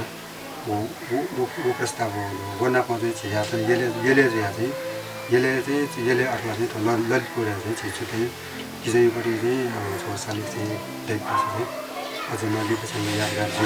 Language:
Newari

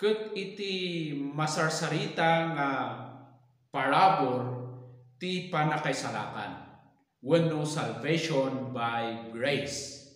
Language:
Iloko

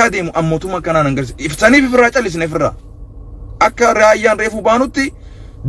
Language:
Oromo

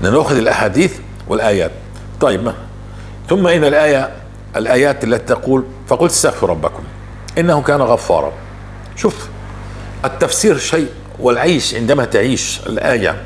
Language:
North Levantine Arabic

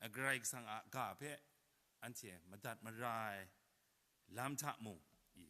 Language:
Kachin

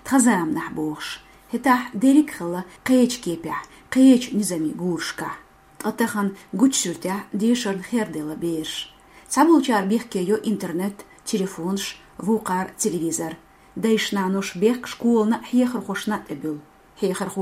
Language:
Chechen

